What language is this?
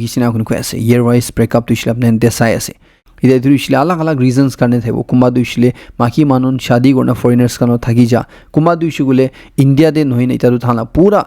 Naga Pidgin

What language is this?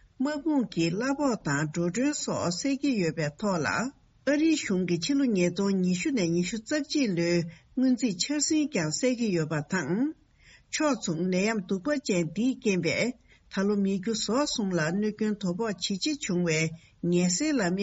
Tibetan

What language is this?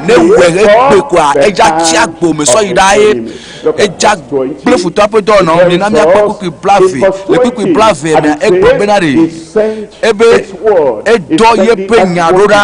Ewe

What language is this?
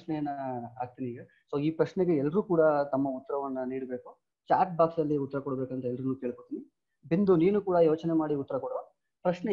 Kannada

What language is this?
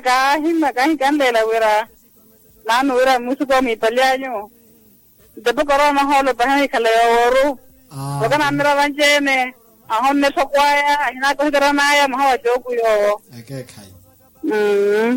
Makhuwa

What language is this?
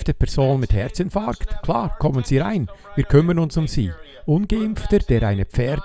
Swiss German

